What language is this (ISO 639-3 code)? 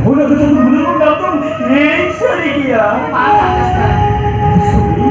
sat